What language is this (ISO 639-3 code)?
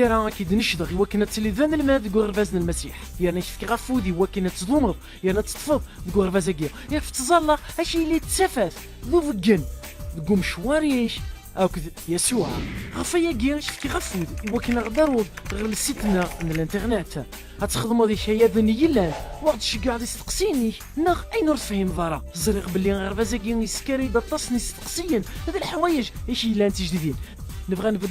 kab